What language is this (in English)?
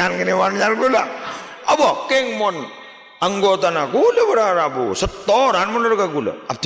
Madurese